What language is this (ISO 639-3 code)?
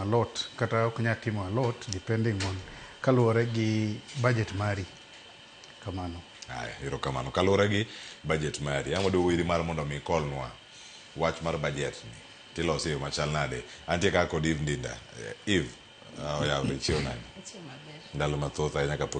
luo